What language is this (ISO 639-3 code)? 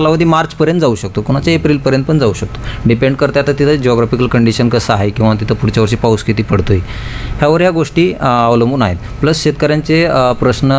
mar